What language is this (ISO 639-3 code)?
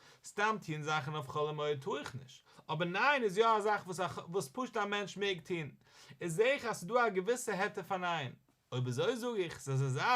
yid